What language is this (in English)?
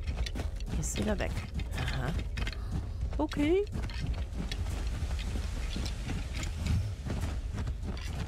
German